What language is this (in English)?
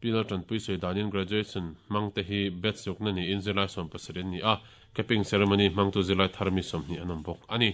Mizo